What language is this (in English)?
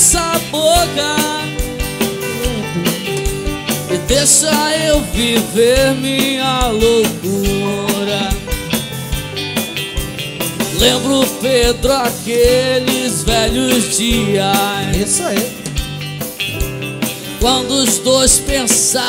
Portuguese